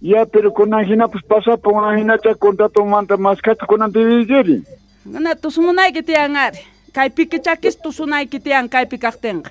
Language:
South Bolivian Quechua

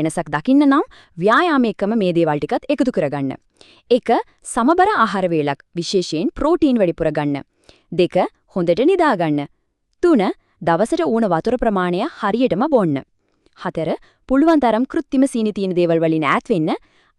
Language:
Sinhala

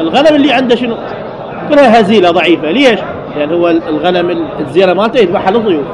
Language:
Mesopotamian Arabic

